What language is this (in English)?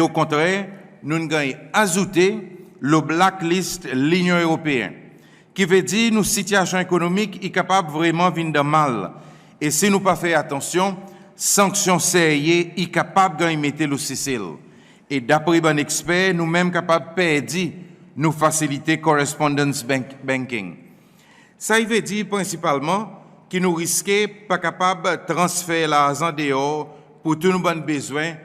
Seselwa Creole French